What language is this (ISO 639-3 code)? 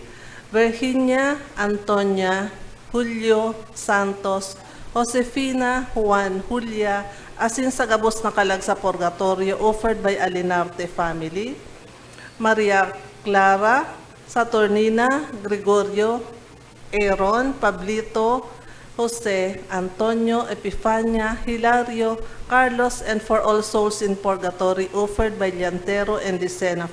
bik